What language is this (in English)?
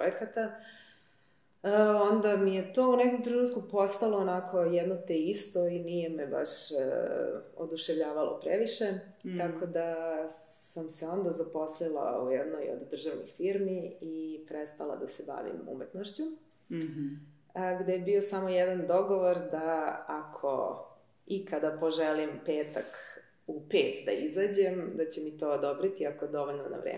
Serbian